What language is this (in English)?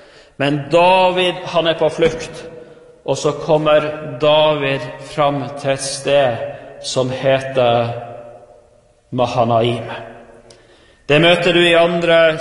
Norwegian